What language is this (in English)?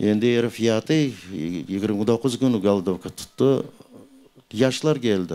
Crimean Tatar